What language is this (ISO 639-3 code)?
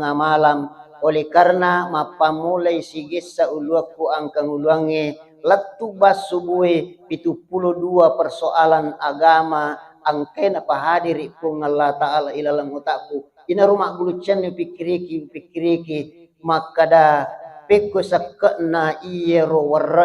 bug